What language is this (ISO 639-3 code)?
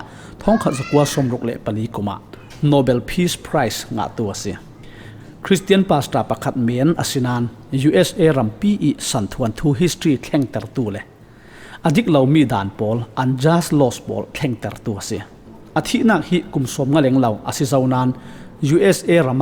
cfm